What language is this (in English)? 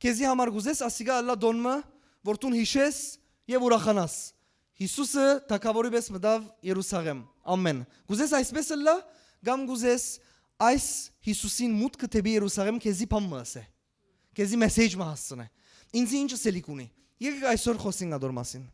Western Armenian